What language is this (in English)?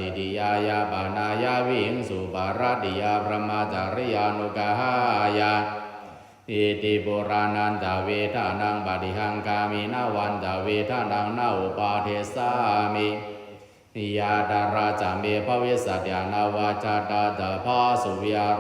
Pali